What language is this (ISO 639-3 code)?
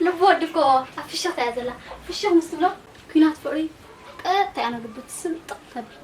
tir